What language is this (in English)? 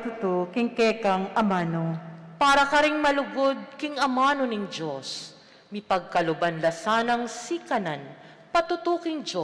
Pampanga